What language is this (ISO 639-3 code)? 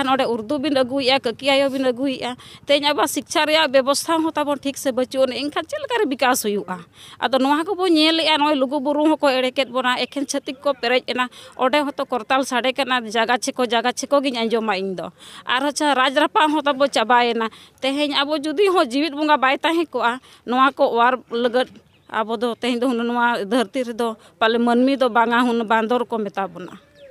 sat